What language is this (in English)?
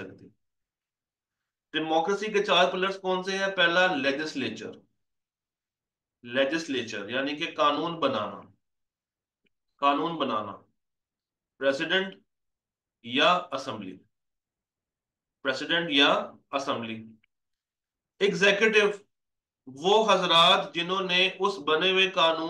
Hindi